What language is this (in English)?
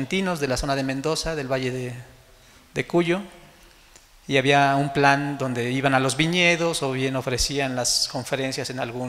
Spanish